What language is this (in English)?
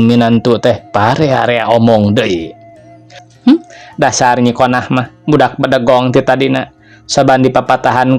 Sundanese